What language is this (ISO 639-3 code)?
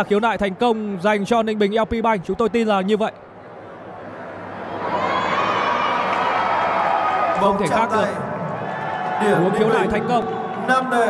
vie